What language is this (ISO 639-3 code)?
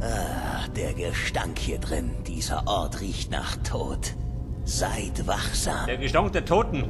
bar